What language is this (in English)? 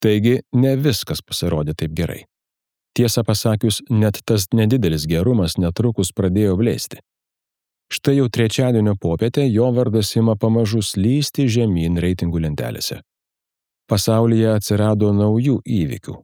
Lithuanian